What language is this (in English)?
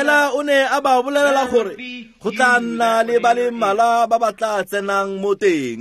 Tswana